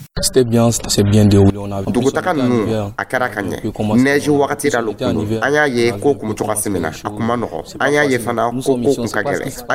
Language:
Dyula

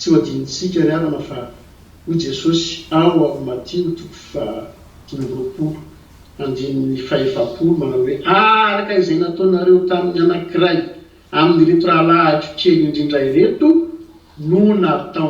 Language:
Malagasy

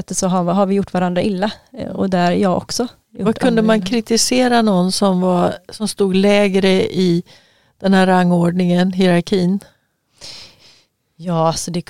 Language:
Swedish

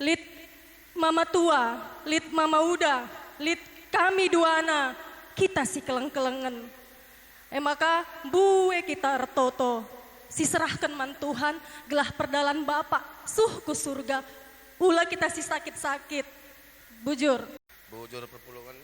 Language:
Batak Karo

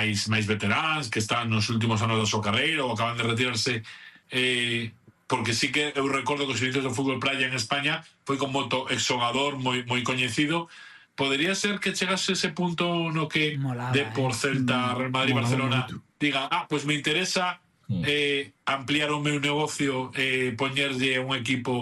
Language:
Galician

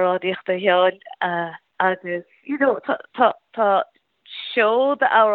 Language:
Irish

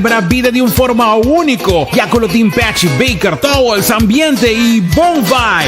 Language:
Papiamento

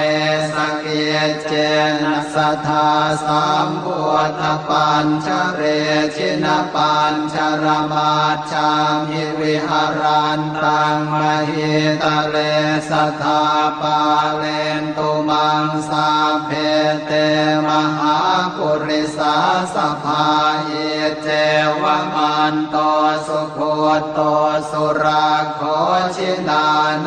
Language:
Pali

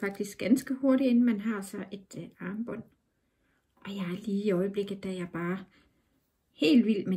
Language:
Danish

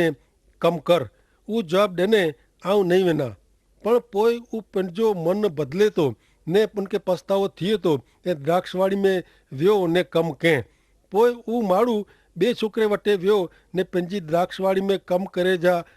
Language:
Kachhi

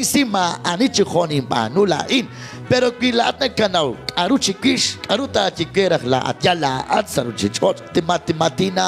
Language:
Kekchí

